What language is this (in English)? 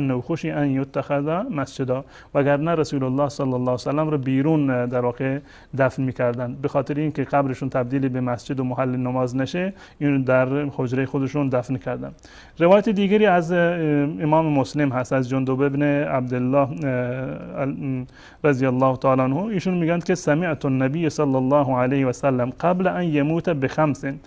Persian